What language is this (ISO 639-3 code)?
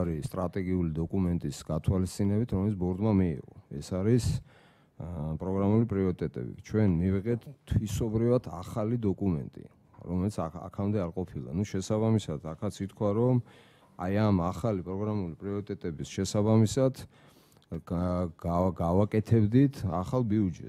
kat